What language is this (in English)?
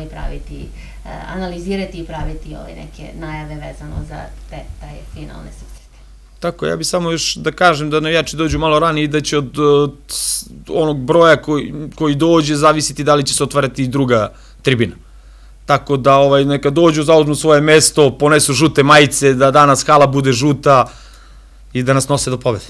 Serbian